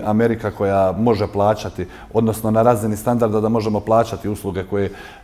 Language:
Croatian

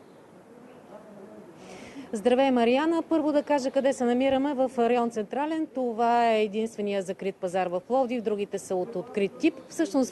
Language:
Bulgarian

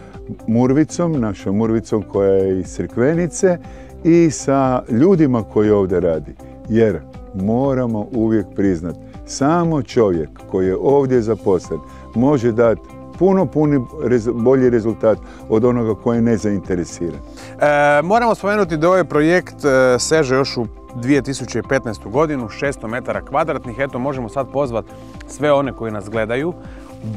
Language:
Croatian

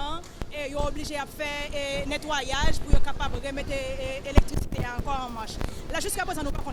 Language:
Haitian Creole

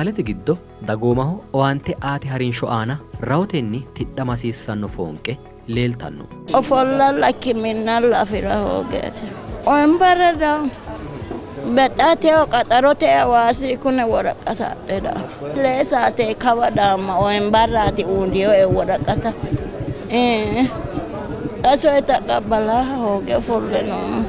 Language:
Sidamo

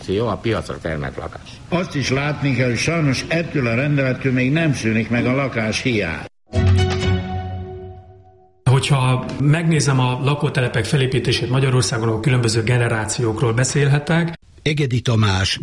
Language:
Hungarian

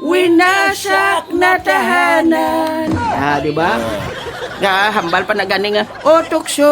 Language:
Hiligaynon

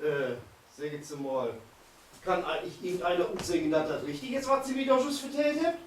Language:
Low German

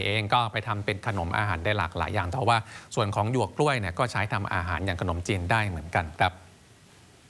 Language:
Thai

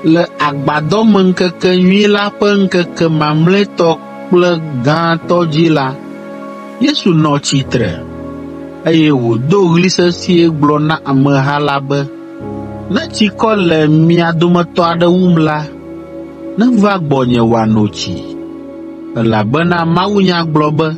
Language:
Ewe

